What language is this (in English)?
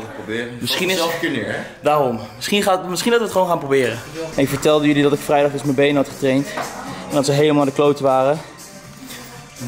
Dutch